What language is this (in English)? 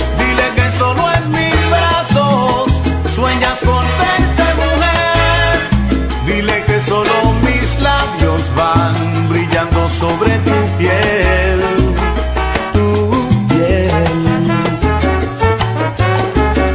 Spanish